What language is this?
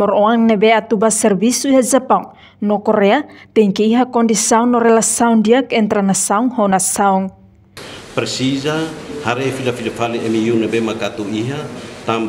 Tetum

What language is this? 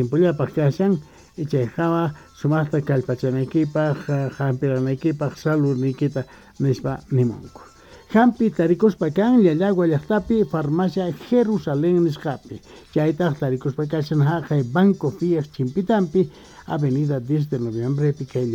Quechua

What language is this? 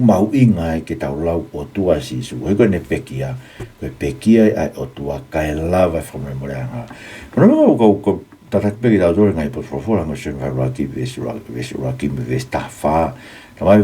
Tongan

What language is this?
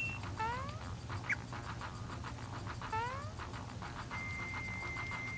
English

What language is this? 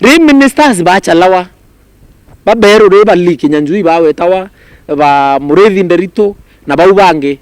Meru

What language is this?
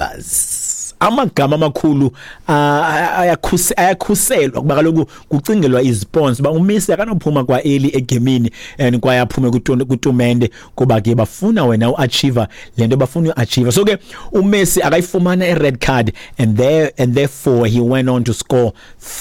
Xhosa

